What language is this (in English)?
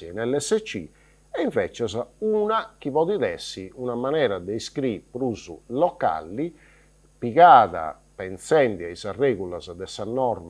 Sardinian